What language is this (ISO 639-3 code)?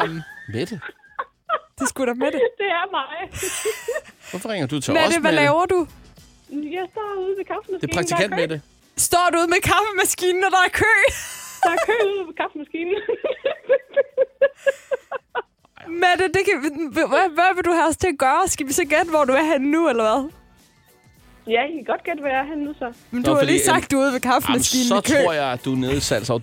dan